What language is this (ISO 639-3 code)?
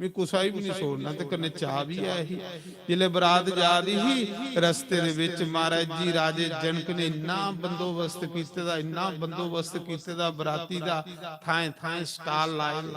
doi